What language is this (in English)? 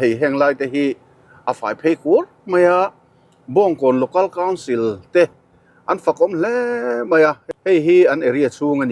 Mizo